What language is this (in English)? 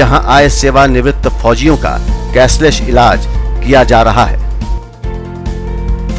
Hindi